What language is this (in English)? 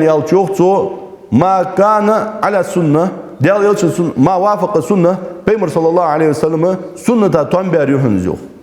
Ingush